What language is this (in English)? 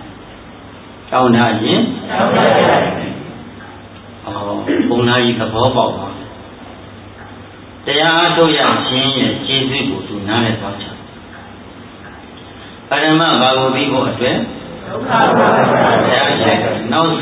Burmese